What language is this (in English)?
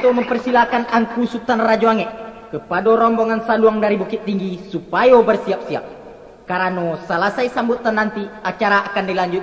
Minangkabau